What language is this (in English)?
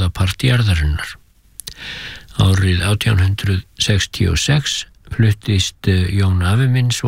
Icelandic